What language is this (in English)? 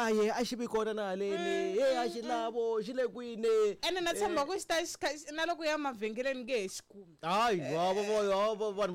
Tsonga